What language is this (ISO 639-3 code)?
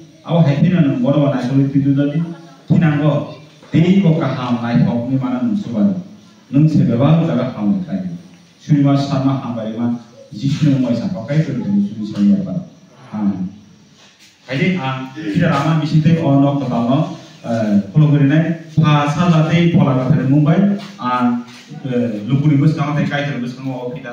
trp